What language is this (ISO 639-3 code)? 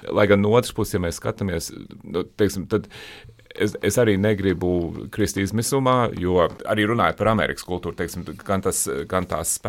lav